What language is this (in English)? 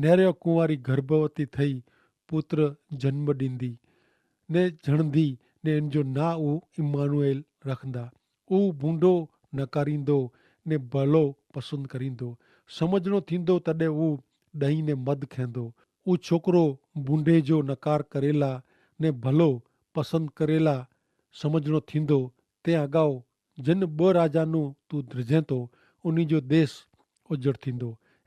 Kachhi